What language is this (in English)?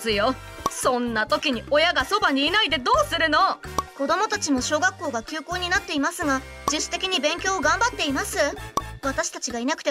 Japanese